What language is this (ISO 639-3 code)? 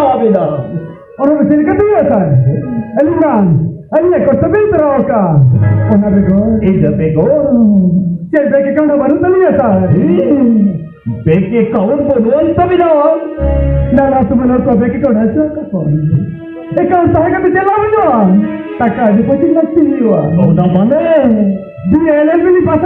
sat